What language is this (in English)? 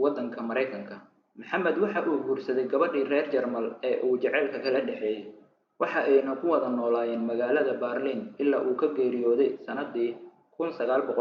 Somali